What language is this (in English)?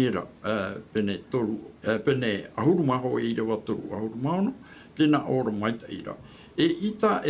Tahitian